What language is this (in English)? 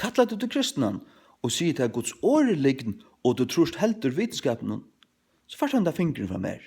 Faroese